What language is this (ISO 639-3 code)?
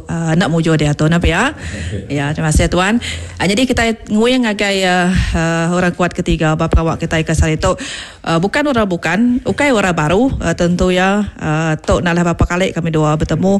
iba